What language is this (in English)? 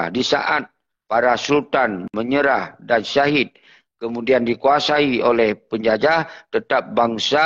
Achinese